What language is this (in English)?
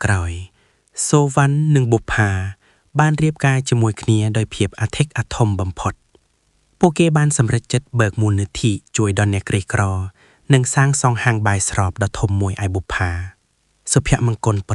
Khmer